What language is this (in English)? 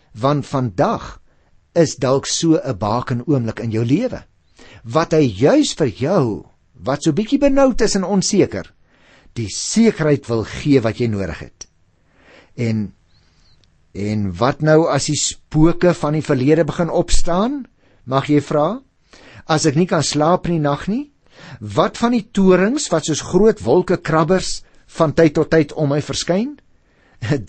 Afrikaans